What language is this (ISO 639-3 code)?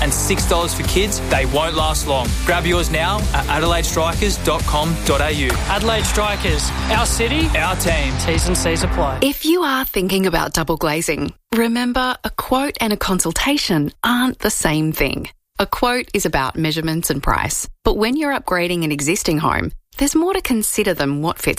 eng